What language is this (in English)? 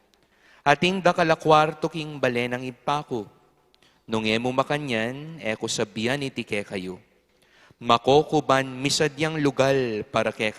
Pampanga